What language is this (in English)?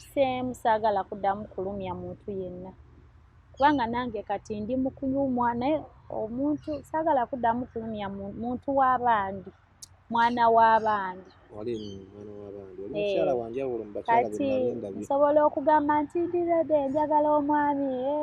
Ganda